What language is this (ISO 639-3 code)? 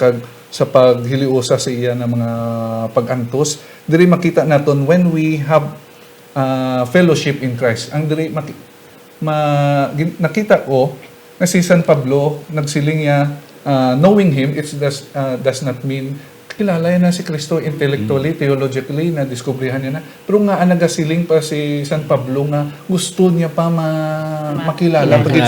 hil